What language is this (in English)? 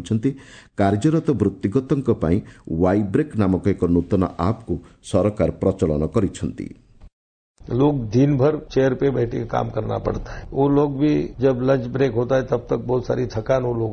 Odia